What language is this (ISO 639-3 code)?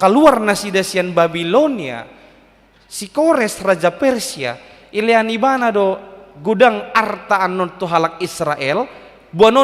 bbc